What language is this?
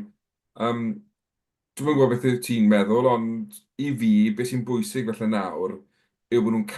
Welsh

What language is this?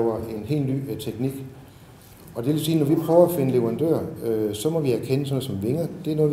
Danish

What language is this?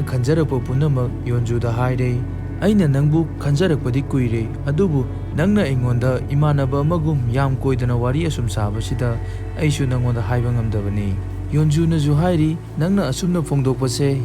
Manipuri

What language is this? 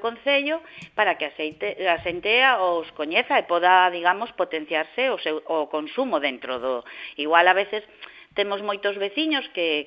Galician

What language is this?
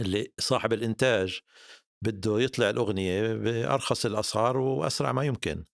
North Levantine Arabic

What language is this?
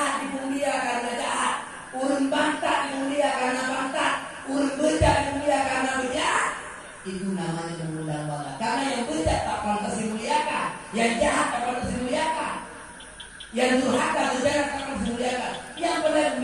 Achinese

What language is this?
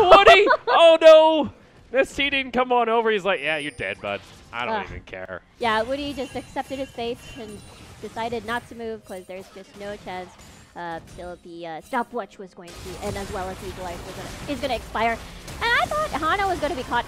English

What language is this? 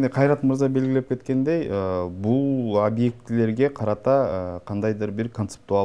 Kyrgyz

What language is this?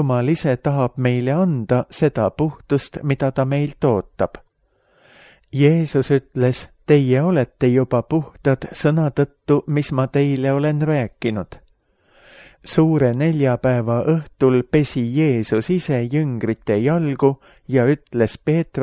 Estonian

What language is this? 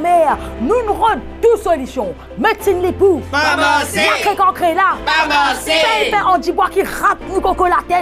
Morisyen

